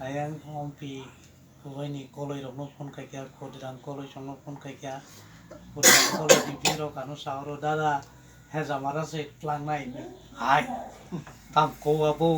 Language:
Kok Borok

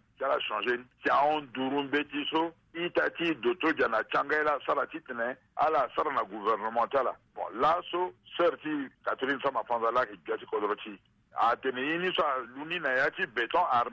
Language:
Sango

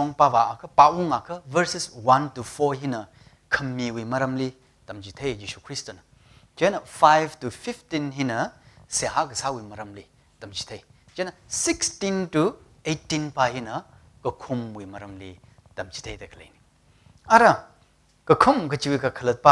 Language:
Tangkhul Naga (India)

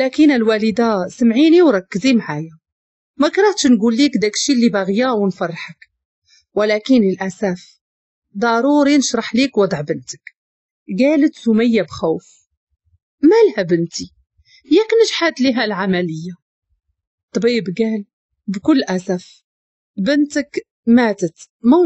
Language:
Moroccan Arabic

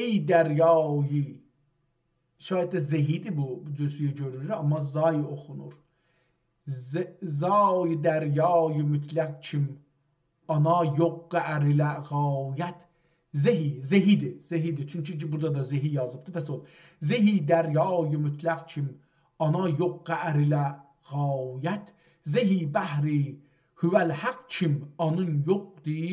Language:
South Azerbaijani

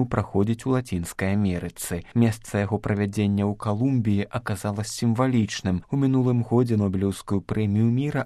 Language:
Belarusian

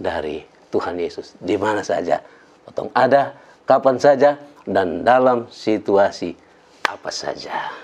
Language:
Kupang Malay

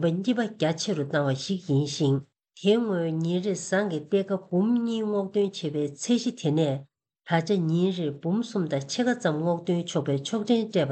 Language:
Tibetan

